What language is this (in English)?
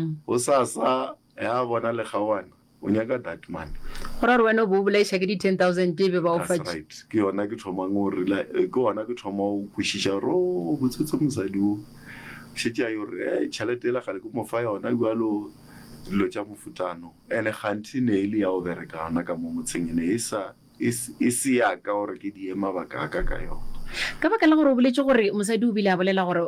Northern Sotho